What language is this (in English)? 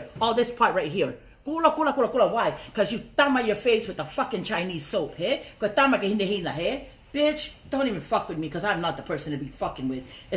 Tongan